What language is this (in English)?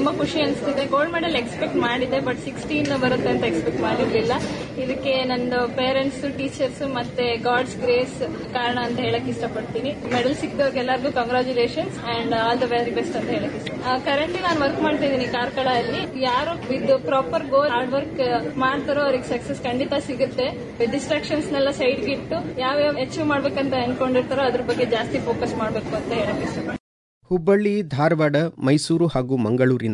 Kannada